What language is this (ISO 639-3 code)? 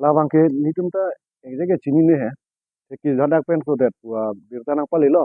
mjw